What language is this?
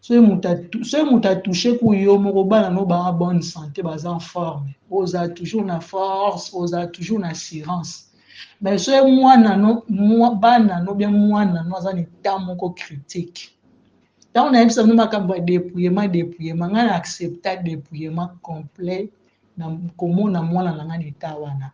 Lingala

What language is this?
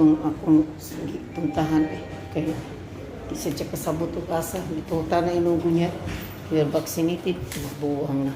Cebuano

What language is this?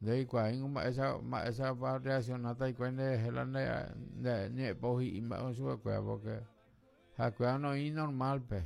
Guarani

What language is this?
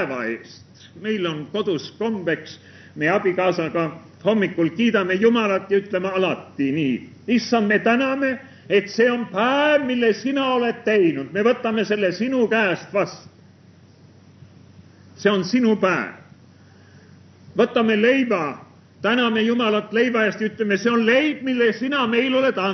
Estonian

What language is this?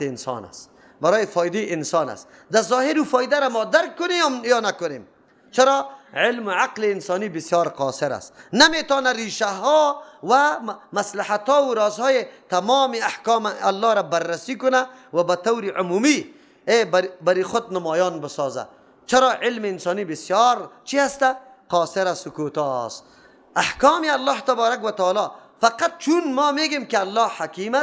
Persian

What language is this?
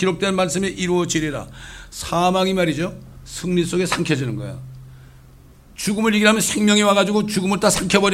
Korean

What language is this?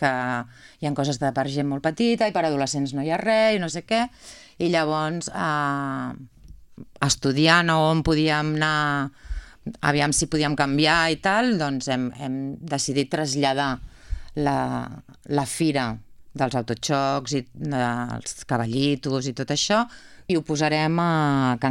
Catalan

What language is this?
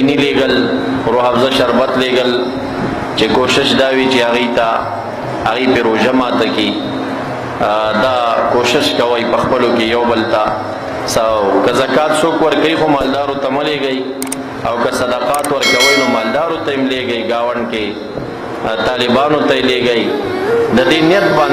Pashto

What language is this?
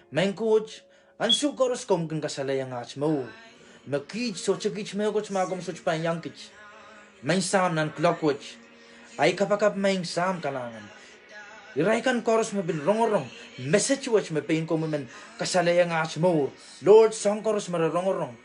Pohnpeian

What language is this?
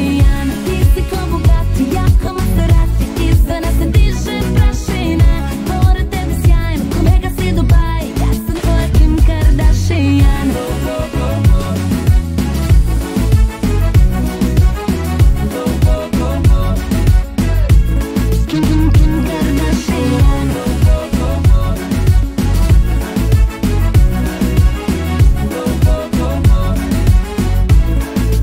Croatian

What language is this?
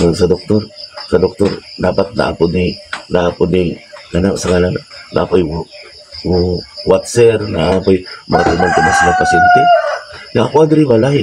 Cebuano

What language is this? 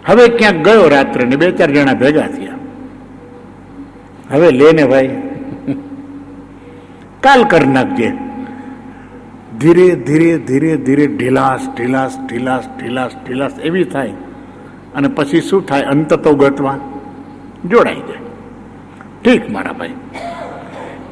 Gujarati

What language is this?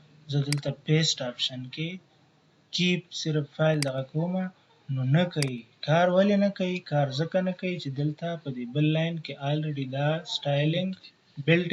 Pashto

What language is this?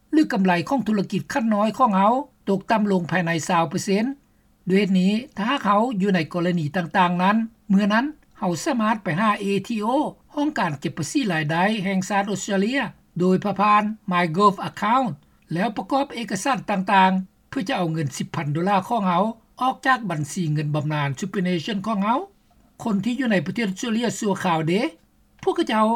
Lao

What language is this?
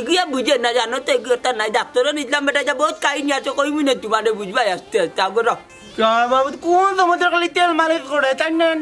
Sylheti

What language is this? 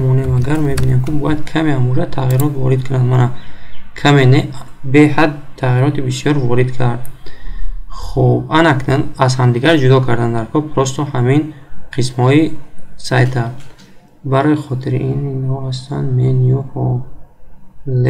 Tajik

